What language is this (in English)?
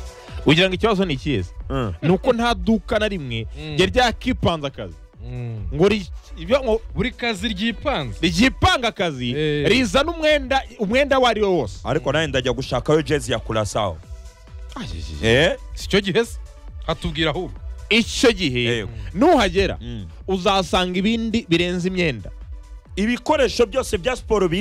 Kinyarwanda